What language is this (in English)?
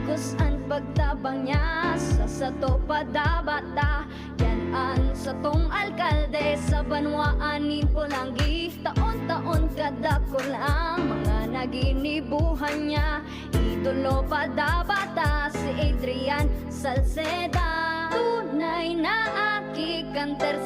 Bikol